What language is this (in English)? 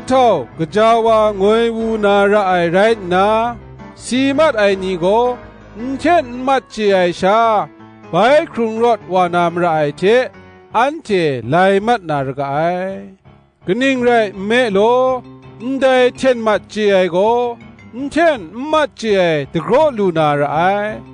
Kachin